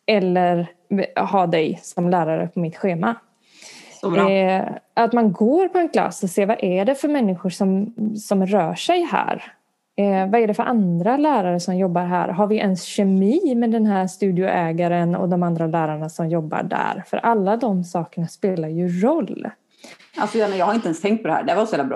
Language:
Swedish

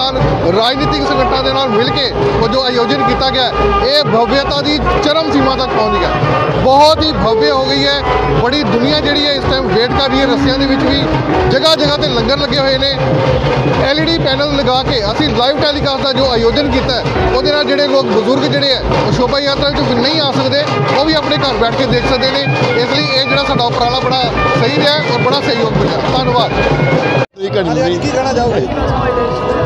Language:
Punjabi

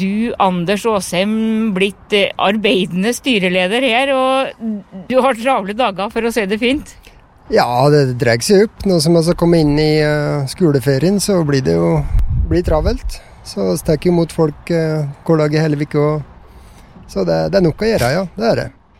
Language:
Norwegian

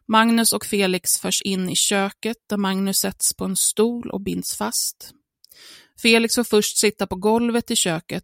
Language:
Swedish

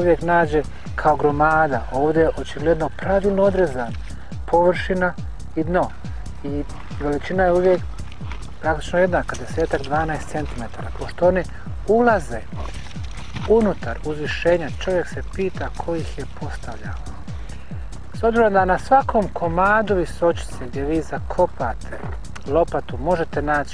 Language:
Bosnian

